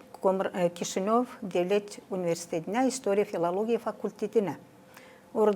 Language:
Gagauz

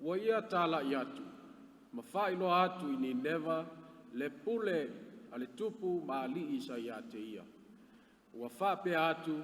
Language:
Samoan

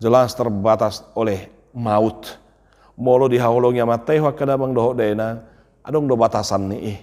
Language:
Batak Toba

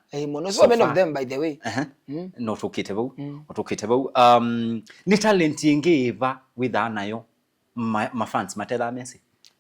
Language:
Kamba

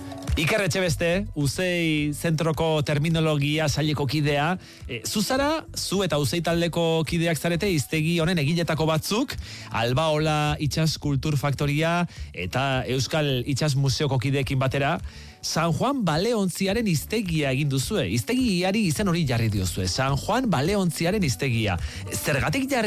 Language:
Basque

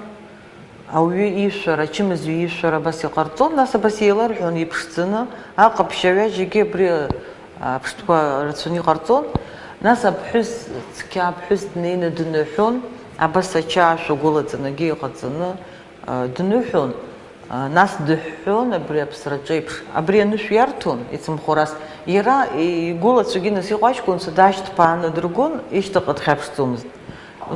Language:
Abkhazian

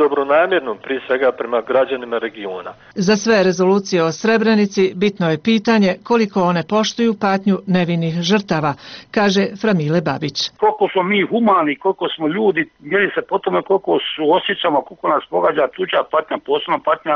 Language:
Bosnian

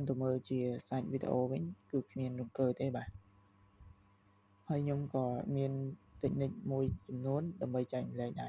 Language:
Khmer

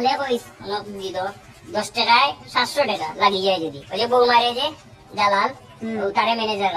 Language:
Sylheti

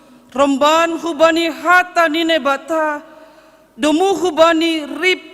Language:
Batak Simalungun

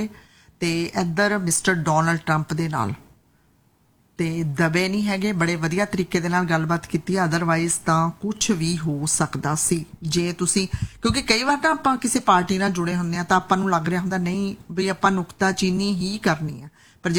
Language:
Punjabi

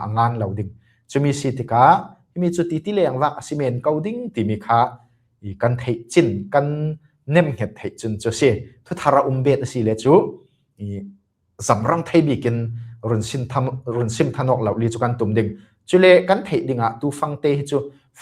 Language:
Falam Chin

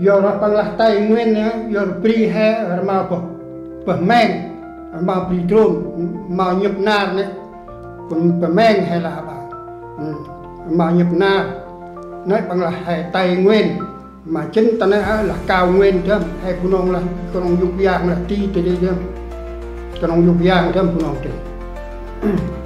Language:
Central Mnong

